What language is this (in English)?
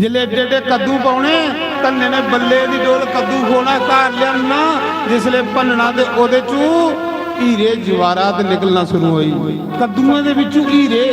Dogri